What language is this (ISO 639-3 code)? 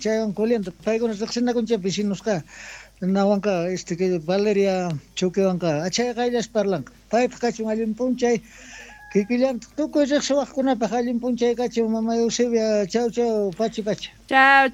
quh